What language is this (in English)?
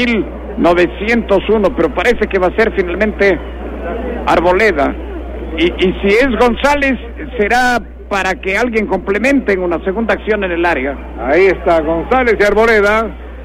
Spanish